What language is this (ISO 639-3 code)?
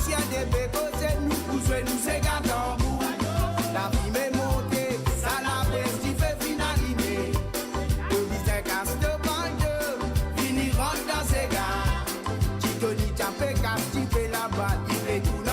mfe